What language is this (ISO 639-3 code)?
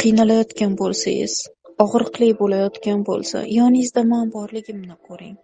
uzb